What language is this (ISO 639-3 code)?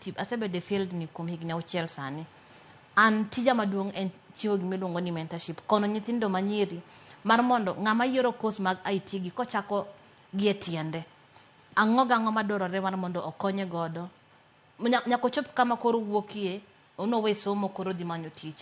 luo